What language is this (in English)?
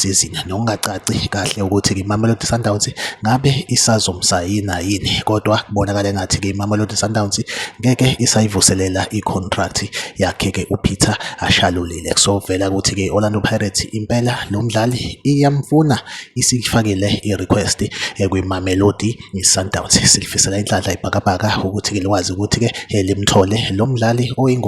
Zulu